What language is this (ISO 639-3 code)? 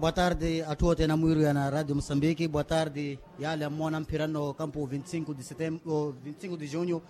vmw